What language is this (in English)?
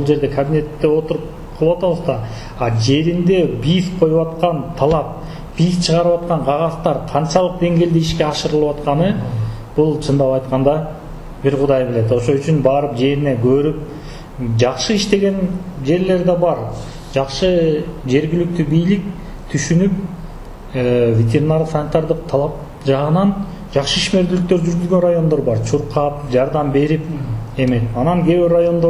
Kyrgyz